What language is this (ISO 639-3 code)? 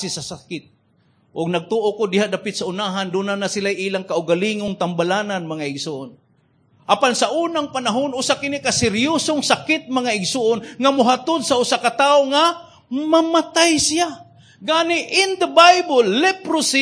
ceb